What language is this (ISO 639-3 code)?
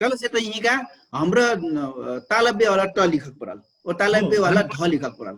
thl